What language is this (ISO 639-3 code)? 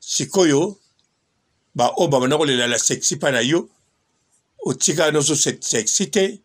lin